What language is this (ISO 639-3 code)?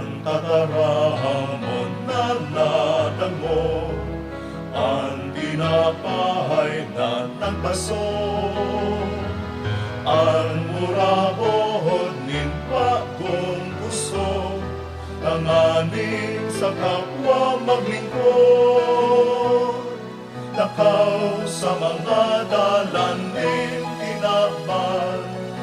bik